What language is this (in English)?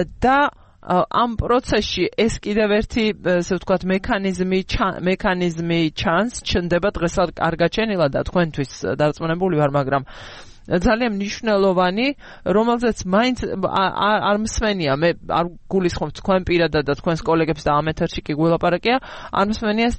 Georgian